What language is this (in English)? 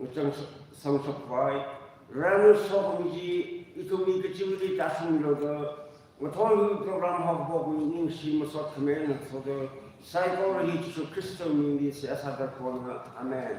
Tangkhul Naga (India)